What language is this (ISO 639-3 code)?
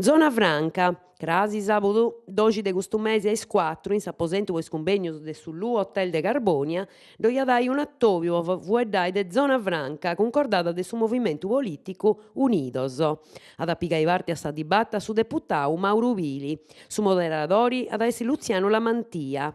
srd